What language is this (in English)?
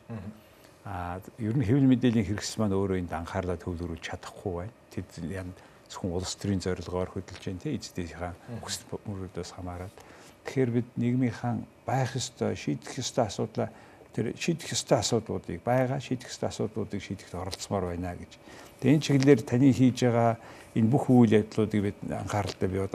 Mongolian